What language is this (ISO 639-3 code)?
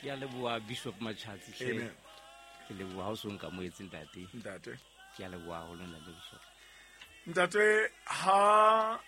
sot